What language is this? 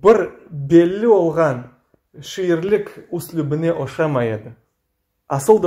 Crimean Tatar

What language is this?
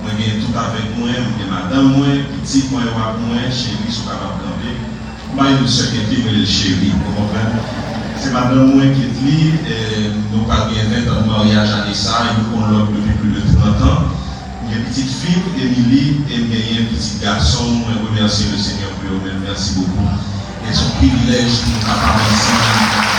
Haitian Creole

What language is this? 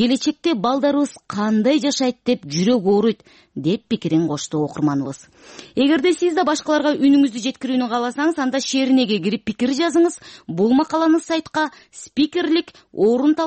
Kyrgyz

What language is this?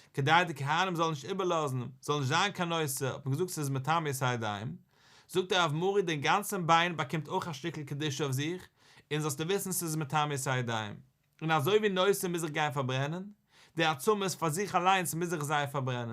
Yiddish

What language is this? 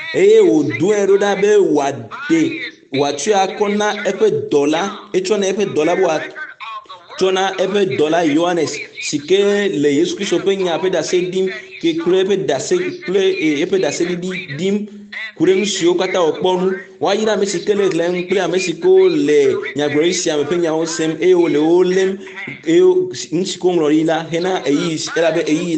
Ewe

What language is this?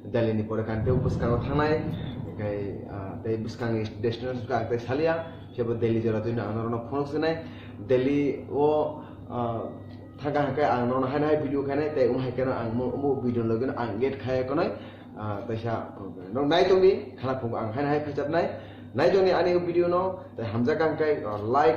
Kok Borok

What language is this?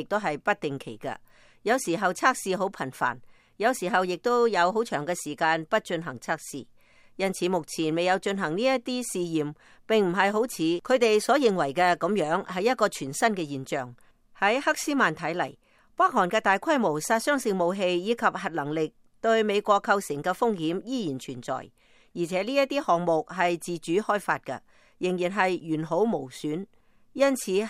Cantonese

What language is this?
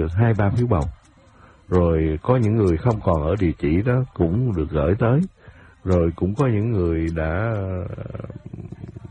Vietnamese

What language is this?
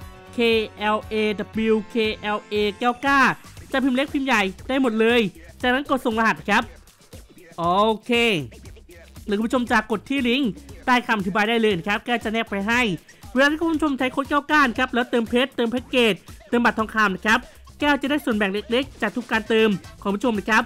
Thai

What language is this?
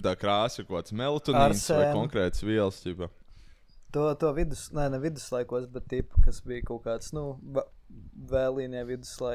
Latvian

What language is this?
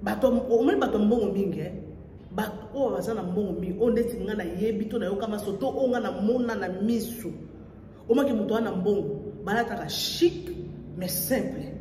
Lingala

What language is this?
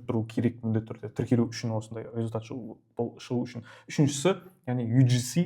Kazakh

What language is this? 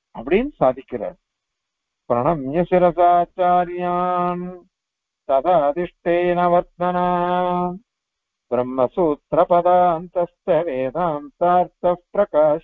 Tamil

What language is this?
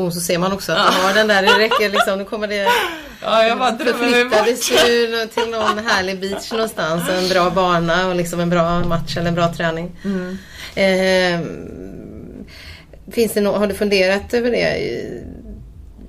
Swedish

